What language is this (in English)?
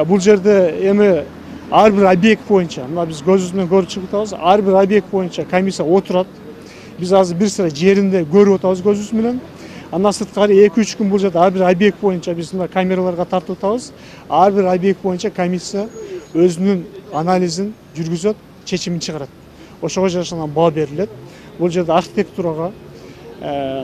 Kyrgyz